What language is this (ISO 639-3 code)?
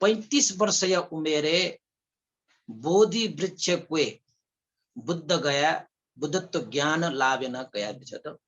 new